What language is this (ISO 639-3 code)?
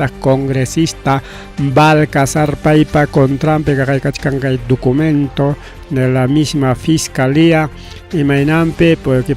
quy